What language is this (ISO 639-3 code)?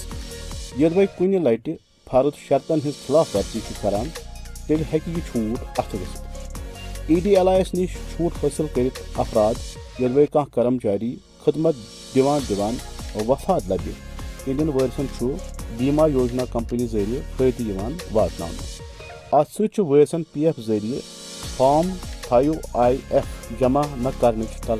kas